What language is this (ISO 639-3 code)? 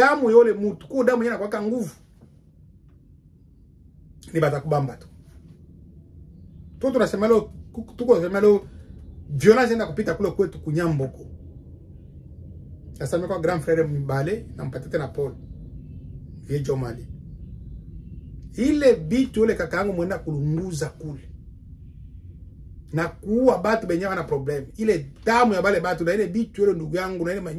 swa